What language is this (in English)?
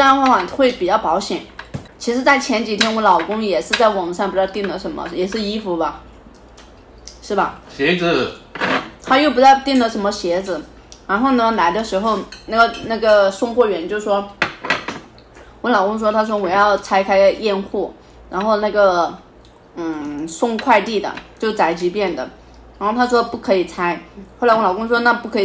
Chinese